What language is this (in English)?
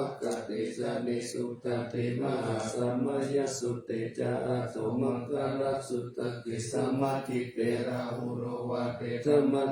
Pali